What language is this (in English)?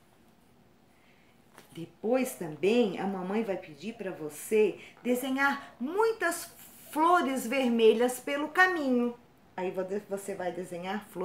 Portuguese